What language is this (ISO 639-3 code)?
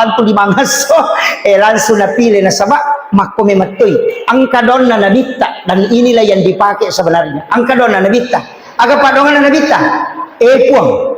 bug